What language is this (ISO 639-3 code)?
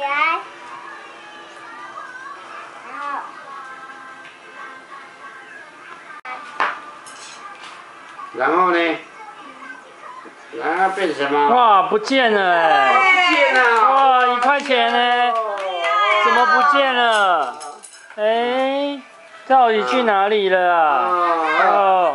zho